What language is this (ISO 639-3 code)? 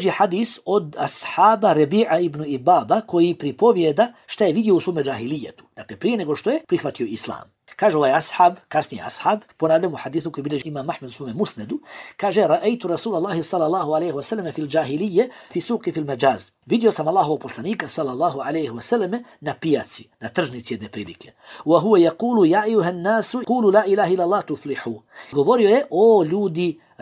bos